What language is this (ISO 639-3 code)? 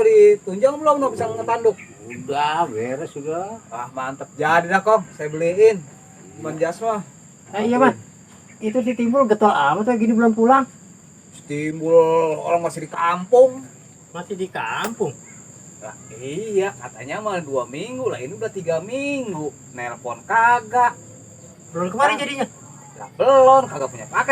bew